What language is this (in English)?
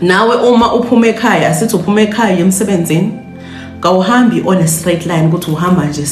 Zulu